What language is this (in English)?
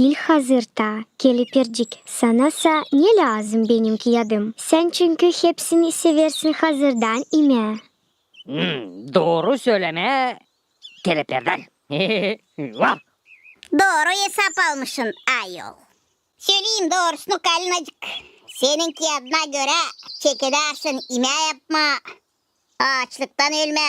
Gagauz